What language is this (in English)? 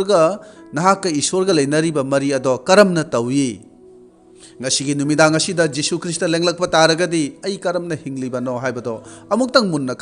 Manipuri